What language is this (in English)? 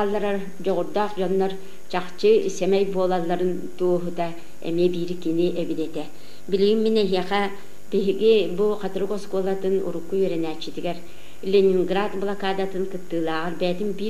Yakut